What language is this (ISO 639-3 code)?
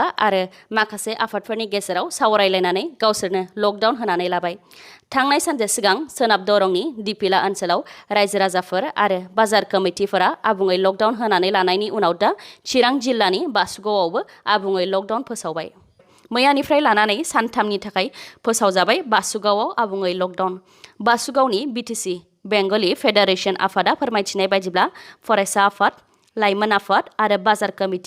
brx